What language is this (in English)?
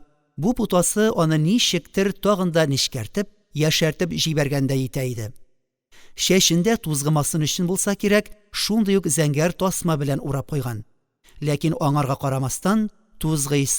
Tatar